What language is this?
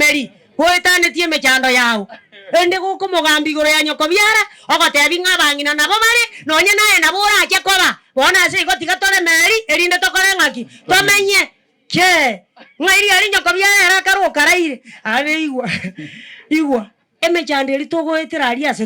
Gusii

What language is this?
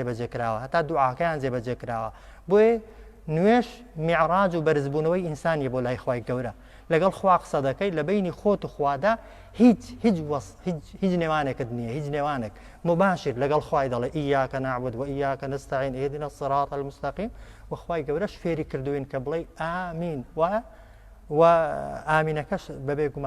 Central Kurdish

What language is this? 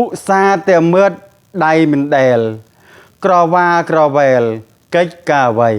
Khmer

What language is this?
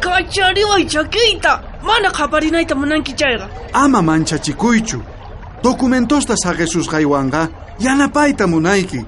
South Bolivian Quechua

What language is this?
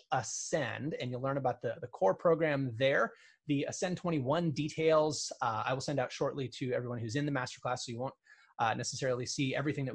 English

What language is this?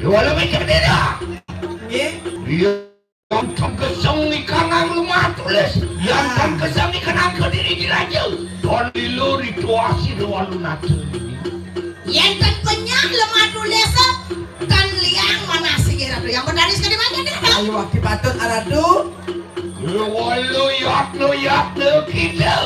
Balinese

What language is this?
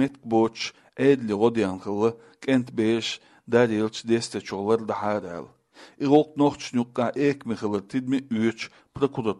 Chechen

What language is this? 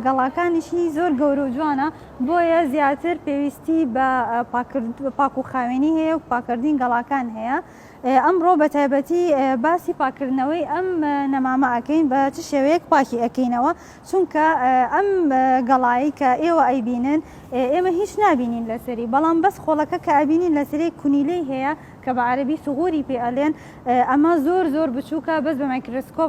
Central Kurdish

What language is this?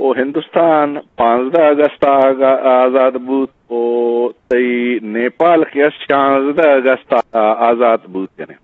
Eastern Balochi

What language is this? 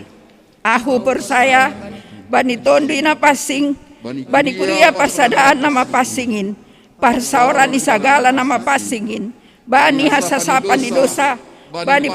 Batak Simalungun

